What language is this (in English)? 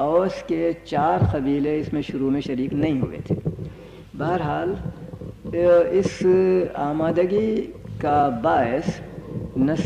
Urdu